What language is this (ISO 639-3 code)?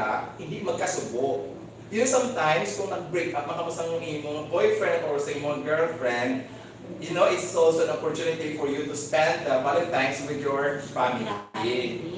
hil